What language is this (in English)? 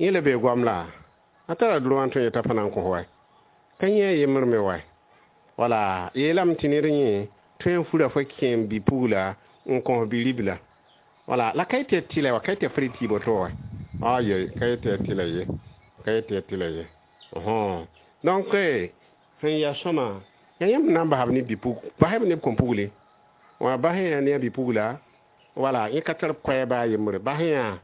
Mossi